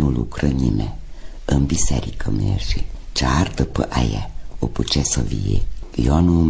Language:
Romanian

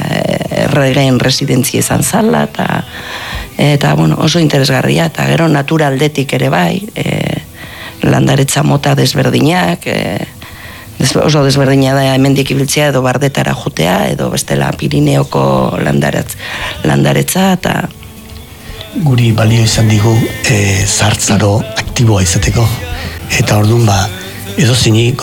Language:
Basque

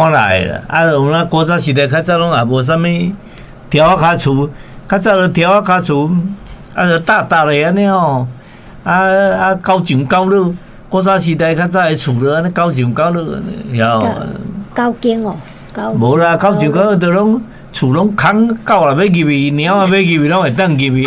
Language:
Min Nan Chinese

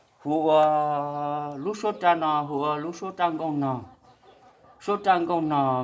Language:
Hmong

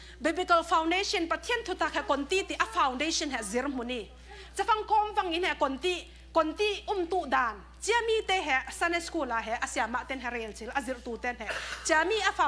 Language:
Falam Chin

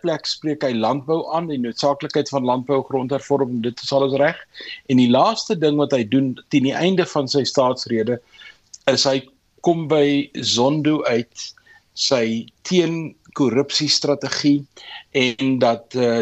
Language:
Afrikaans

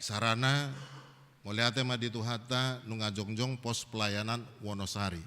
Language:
Batak Toba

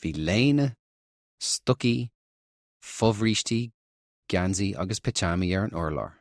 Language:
Irish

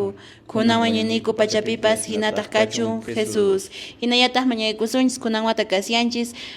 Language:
Quechua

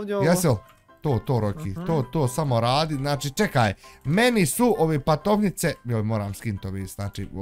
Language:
Bosnian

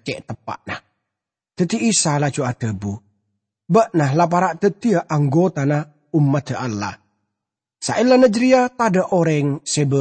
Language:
Madurese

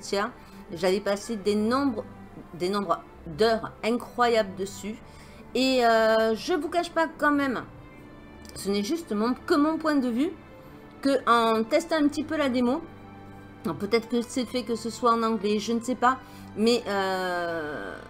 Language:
French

